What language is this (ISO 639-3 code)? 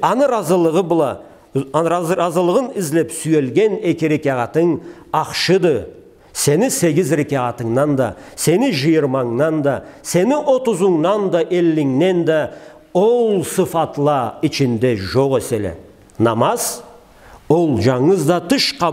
krc